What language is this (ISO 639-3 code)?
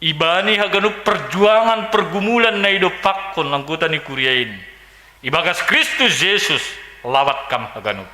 bts